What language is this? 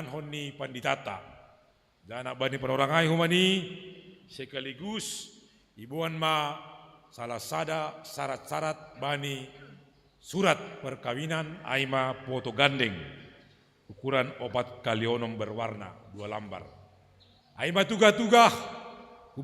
Batak Simalungun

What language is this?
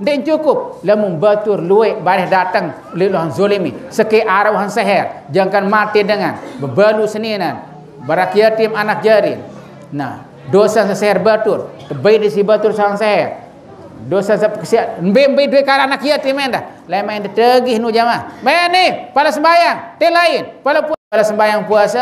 Sasak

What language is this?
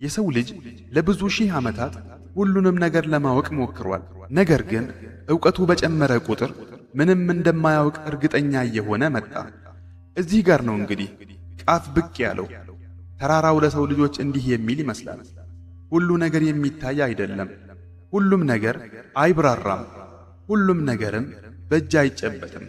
Amharic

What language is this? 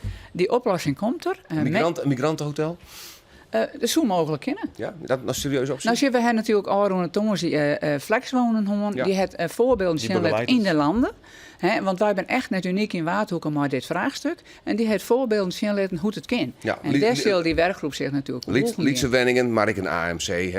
Western Frisian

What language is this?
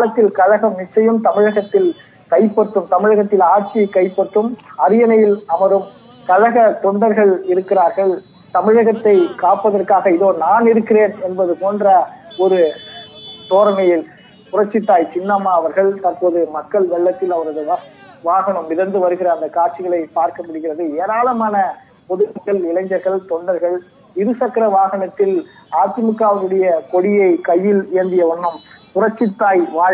Tamil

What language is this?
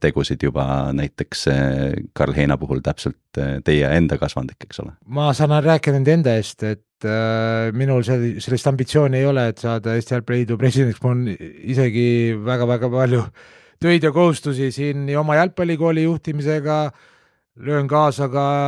Estonian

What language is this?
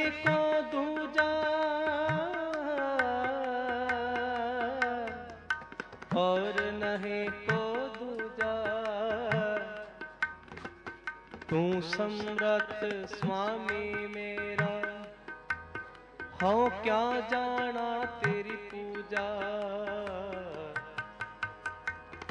Punjabi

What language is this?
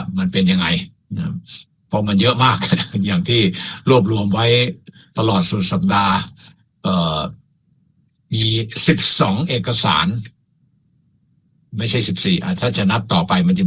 Thai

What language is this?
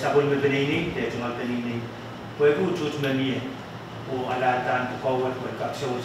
Pohnpeian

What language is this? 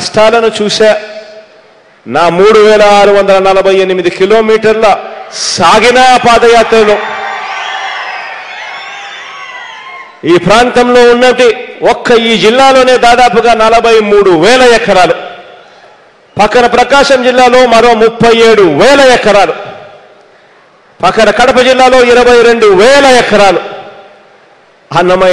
Telugu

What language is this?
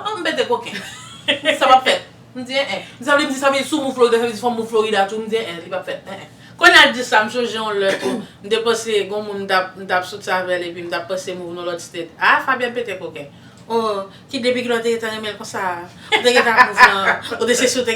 Haitian Creole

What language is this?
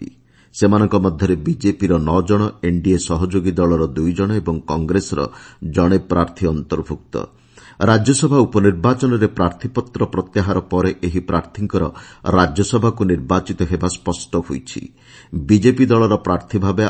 Odia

